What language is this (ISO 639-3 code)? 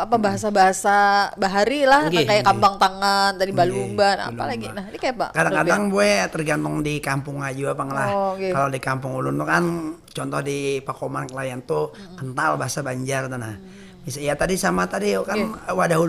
bjn